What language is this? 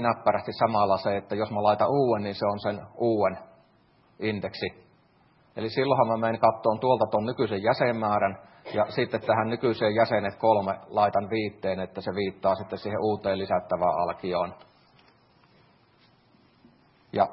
Finnish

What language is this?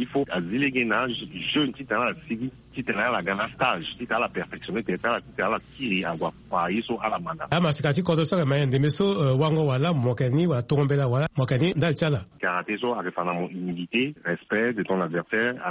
Sango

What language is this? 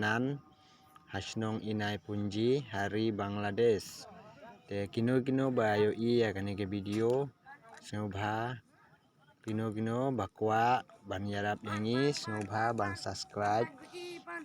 Khasi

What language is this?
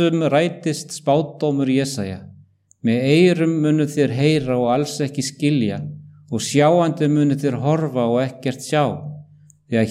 Icelandic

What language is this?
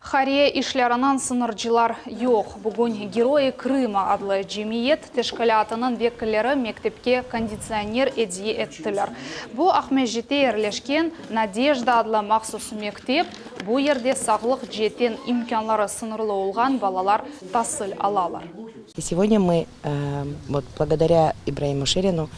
Crimean Tatar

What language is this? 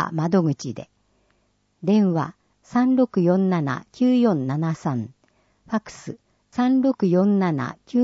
Japanese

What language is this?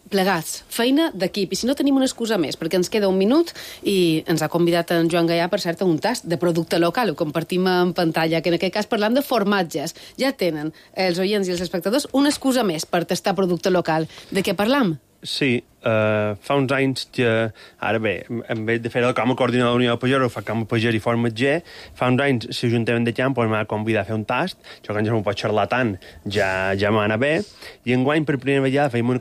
Catalan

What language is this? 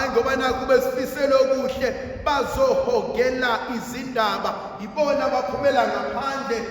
Zulu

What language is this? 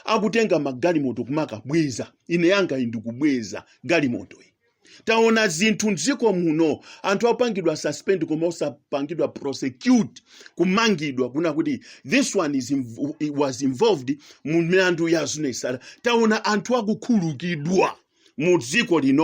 Nyanja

